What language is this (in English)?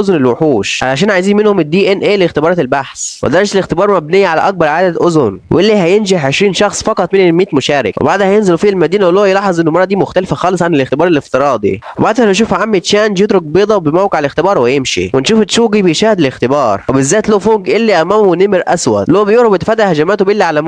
Egyptian Arabic